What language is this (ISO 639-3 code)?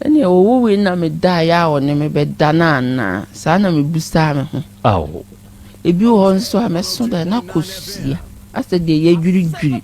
aka